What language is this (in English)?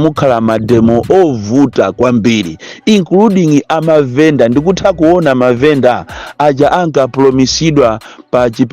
Nyanja